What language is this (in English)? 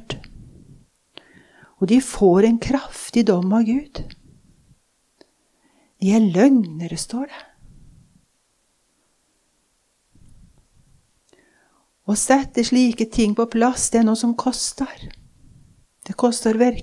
Norwegian